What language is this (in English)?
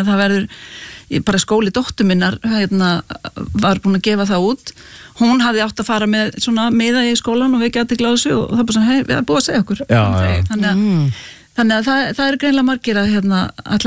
Icelandic